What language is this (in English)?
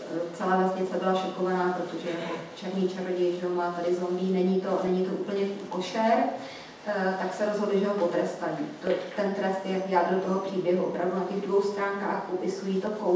Czech